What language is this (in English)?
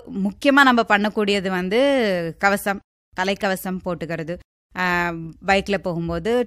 Tamil